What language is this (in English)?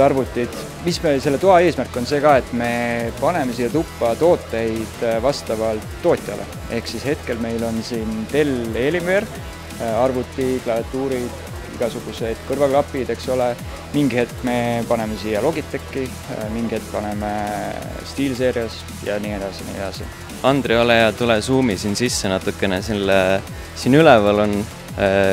Estonian